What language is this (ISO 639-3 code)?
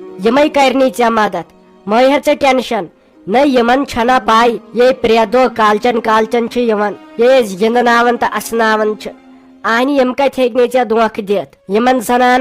kas